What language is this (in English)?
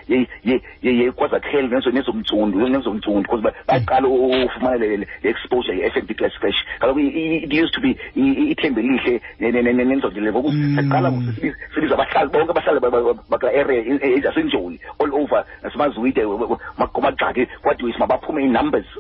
Xhosa